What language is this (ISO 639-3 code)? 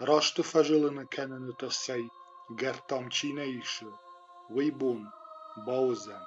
oss